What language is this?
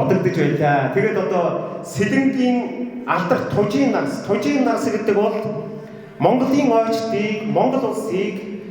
Mongolian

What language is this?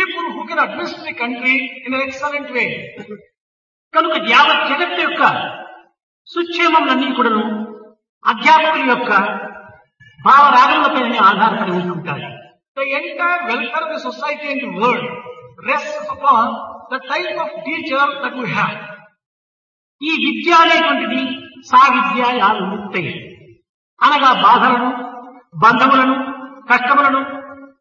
Telugu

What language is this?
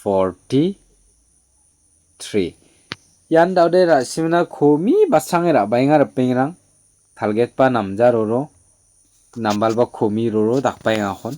Garo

